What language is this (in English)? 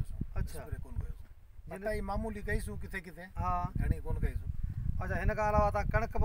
Sindhi